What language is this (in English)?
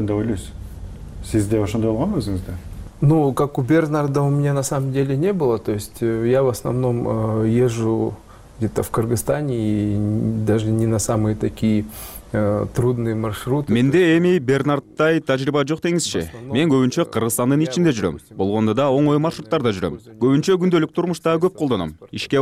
Kyrgyz